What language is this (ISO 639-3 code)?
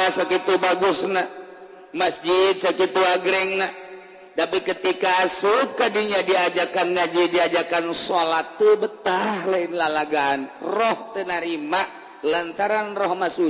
sun